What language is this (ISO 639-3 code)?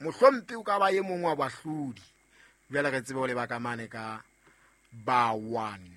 sot